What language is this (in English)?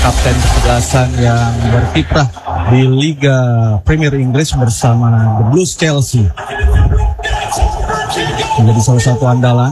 Indonesian